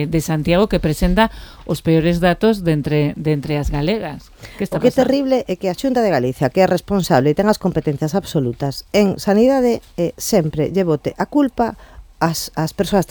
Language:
Galician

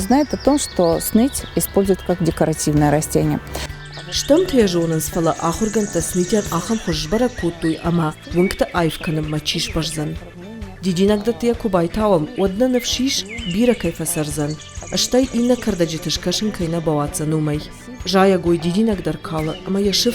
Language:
Ossetic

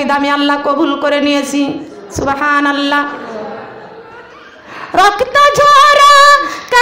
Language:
Bangla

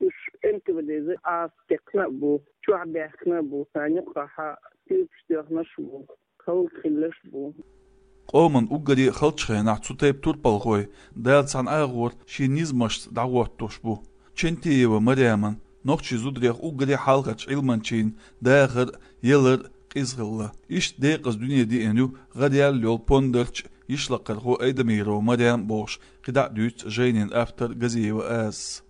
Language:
Chechen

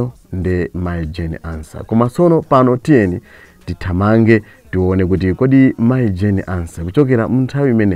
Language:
Nyanja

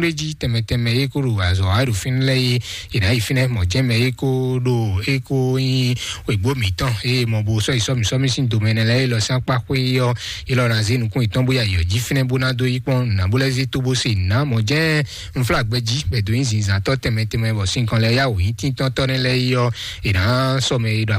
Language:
Fon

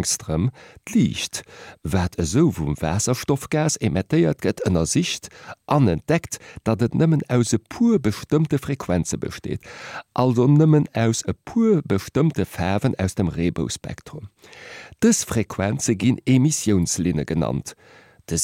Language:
Luxembourgish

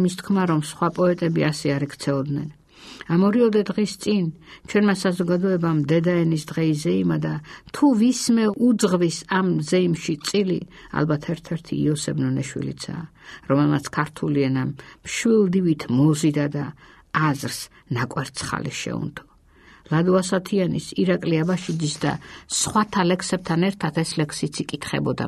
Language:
Georgian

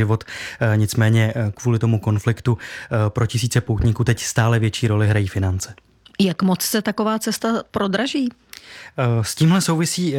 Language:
Czech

